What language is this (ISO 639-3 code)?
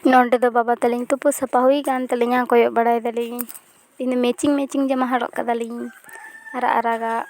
sat